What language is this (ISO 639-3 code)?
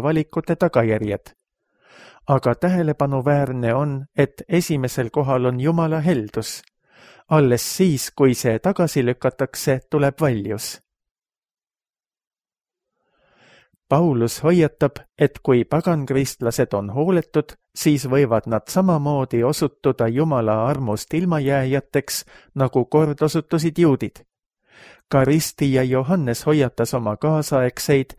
est